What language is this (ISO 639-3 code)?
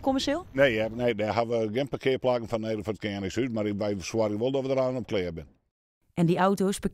fry